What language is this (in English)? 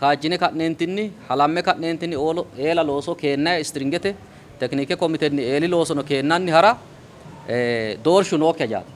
Sidamo